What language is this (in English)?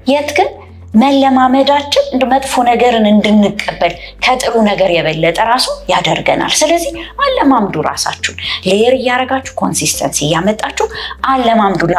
Amharic